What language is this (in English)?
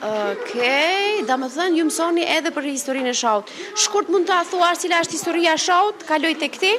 Albanian